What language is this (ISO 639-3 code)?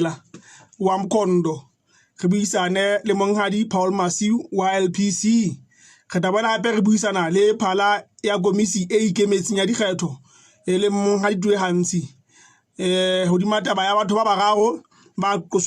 sot